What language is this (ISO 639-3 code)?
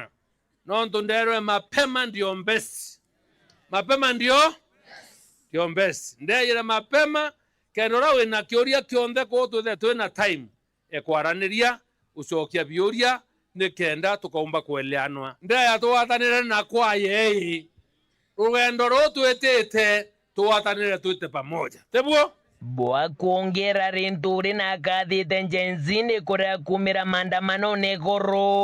mer